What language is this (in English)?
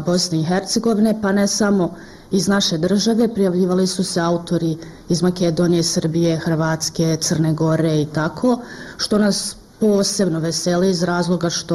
Bosnian